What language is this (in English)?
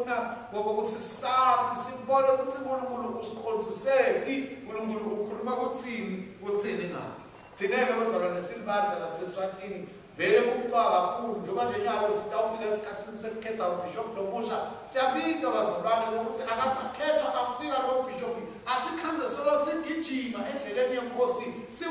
Swati